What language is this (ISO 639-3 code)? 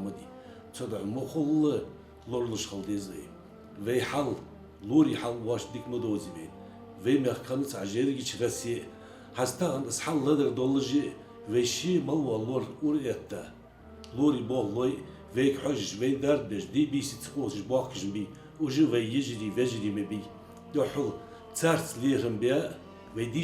inh